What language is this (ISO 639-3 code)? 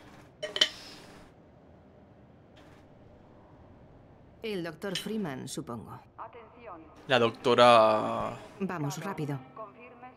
spa